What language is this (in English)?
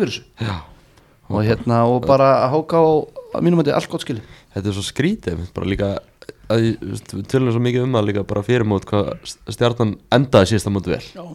Icelandic